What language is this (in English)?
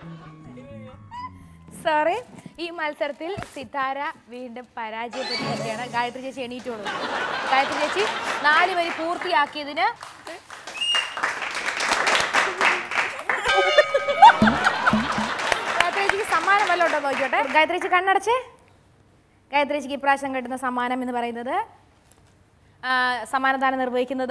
Malayalam